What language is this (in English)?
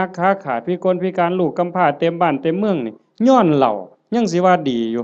Lao